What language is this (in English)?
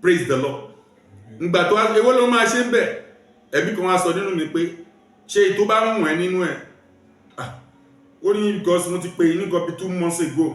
Yoruba